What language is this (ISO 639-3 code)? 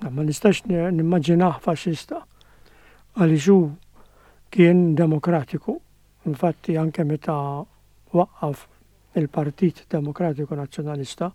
mlt